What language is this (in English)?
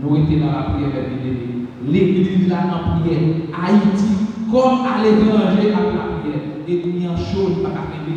Haitian Creole